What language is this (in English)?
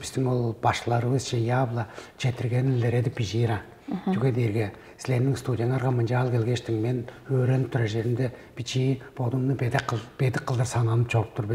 Tuvinian